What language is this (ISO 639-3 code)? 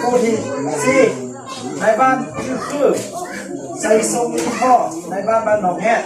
hmn